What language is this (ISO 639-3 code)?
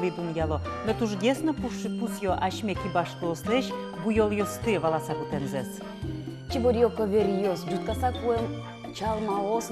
udm